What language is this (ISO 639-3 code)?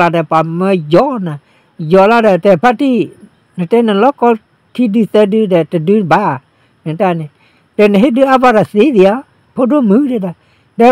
ksw